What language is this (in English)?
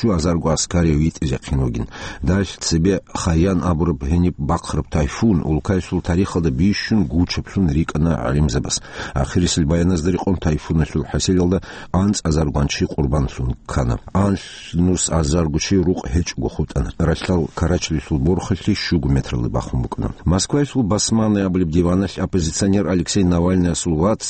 Avaric